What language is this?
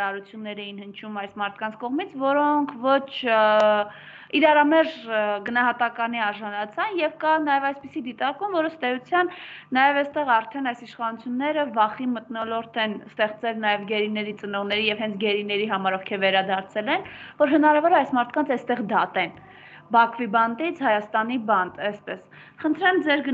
Armenian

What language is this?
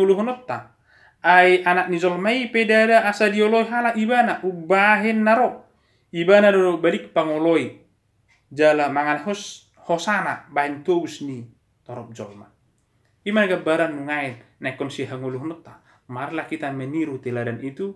Batak Toba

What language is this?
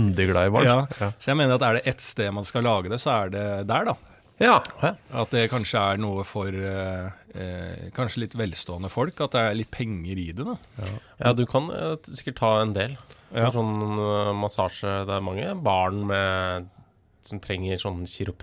Norwegian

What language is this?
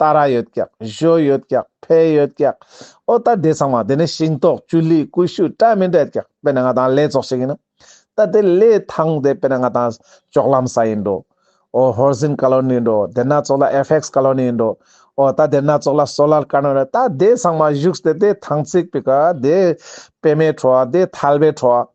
Ladakhi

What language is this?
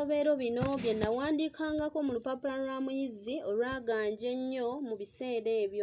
Ganda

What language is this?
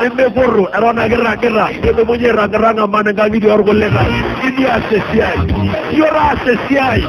Masai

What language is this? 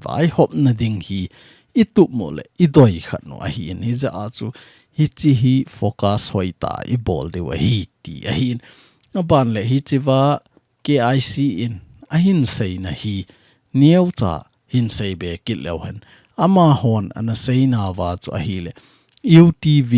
Thado Chin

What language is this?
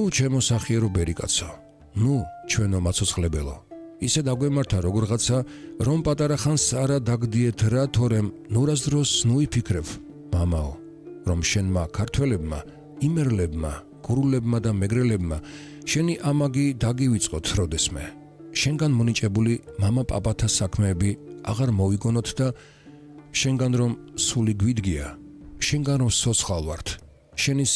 Georgian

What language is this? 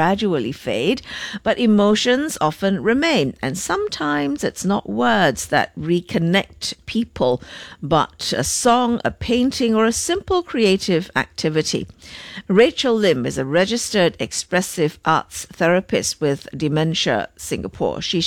English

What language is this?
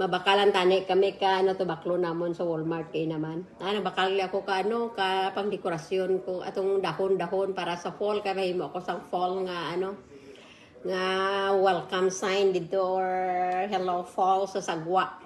Hiligaynon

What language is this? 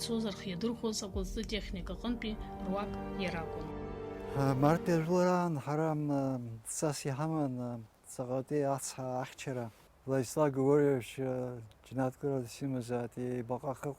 Abkhazian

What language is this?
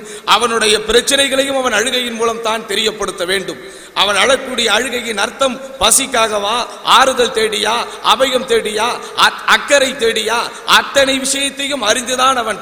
Tamil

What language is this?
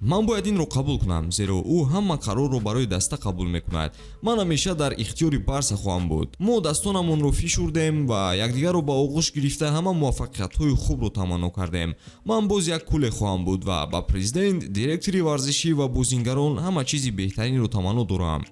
Tajik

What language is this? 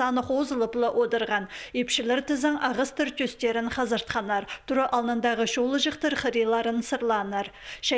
Khakas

